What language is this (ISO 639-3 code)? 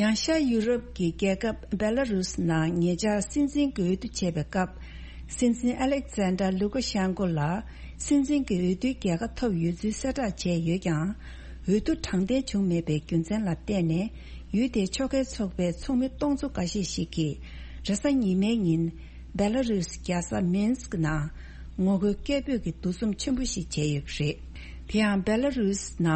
bod